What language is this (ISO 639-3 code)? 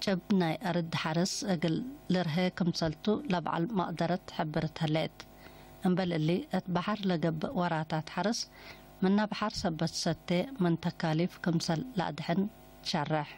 tig